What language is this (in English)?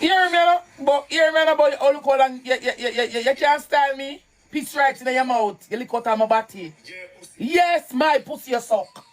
Jamaican Creole English